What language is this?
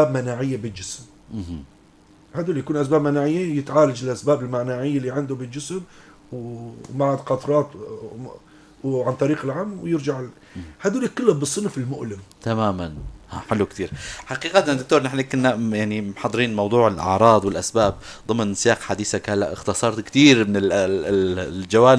North Levantine Arabic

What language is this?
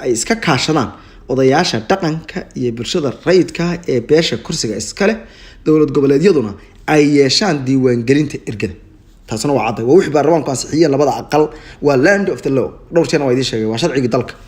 Somali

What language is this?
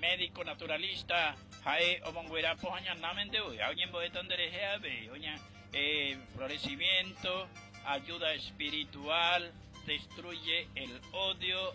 Guarani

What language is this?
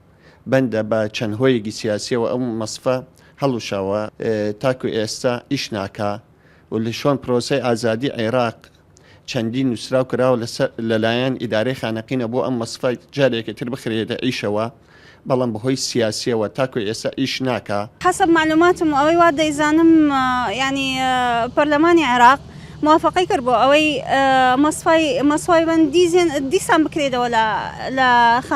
Central Kurdish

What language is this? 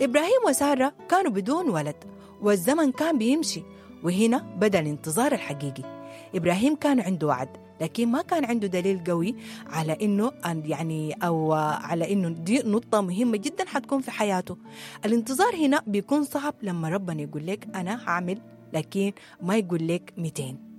Sudanese Arabic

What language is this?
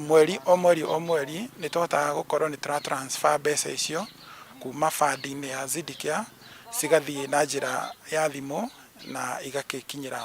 Kikuyu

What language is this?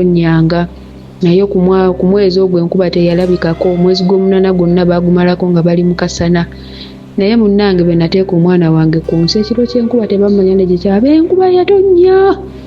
Ganda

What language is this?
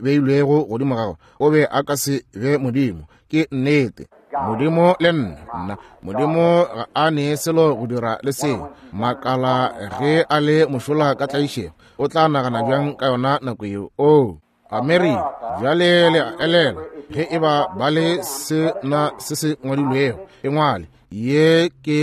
Northern Sotho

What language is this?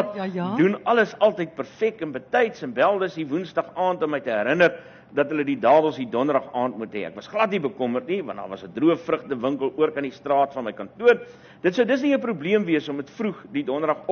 Afrikaans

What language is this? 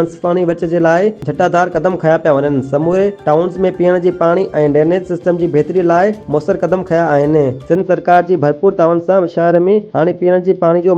Sindhi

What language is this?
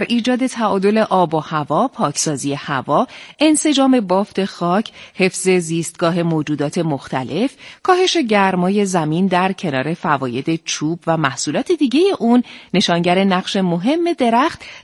Persian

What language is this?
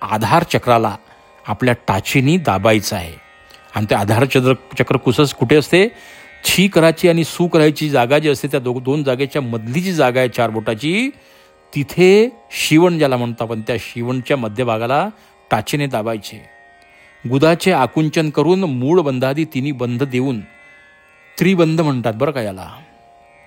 Marathi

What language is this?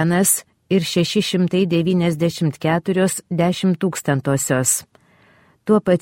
Lithuanian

